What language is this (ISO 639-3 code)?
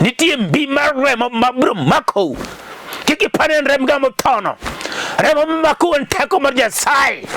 luo